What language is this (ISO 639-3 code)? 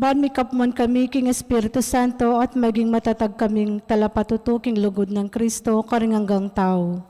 pam